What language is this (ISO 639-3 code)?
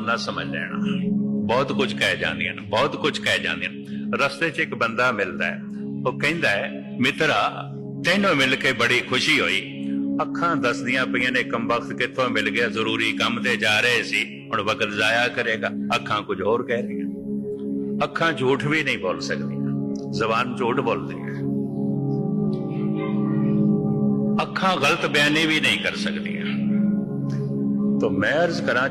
pan